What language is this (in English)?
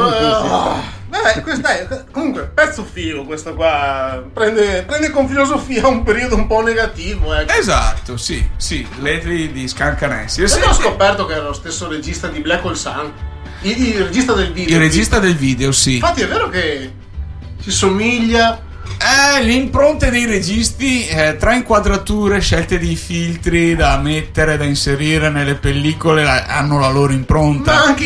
Italian